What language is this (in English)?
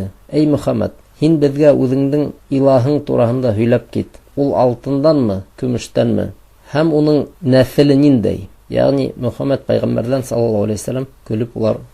Bashkir